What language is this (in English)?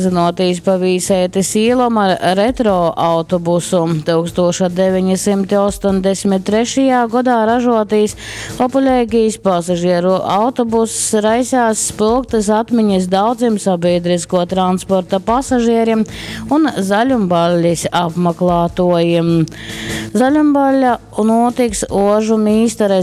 Latgalian